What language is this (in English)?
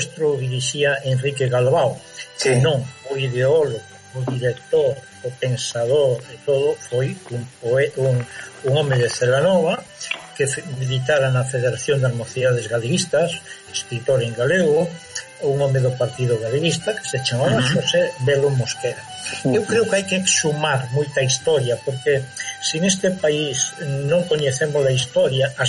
Galician